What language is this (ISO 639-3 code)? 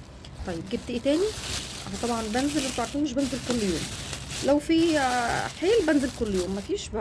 arz